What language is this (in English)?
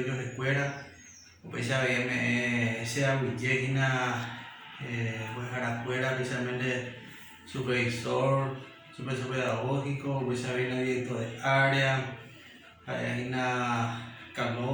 Guarani